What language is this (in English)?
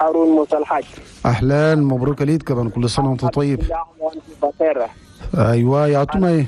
Chadian Arabic